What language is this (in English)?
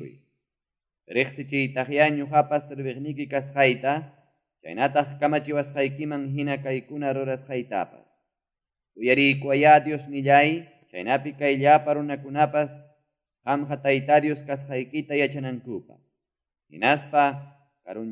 Quechua